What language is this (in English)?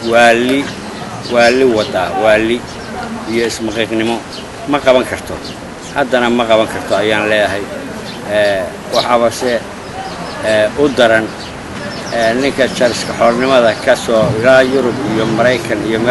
Somali